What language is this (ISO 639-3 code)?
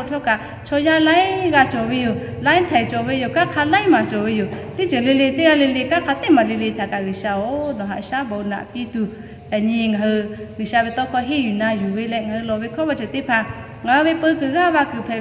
lhu